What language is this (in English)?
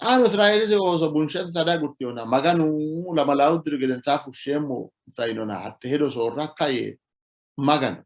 Sidamo